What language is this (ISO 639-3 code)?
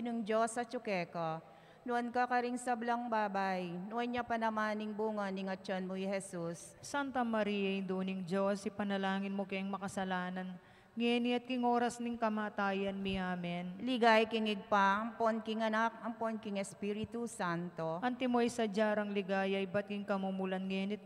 pam